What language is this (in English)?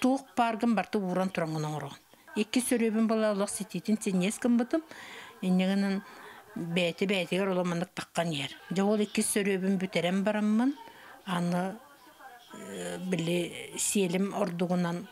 Yakut